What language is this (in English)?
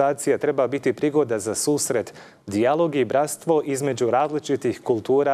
Croatian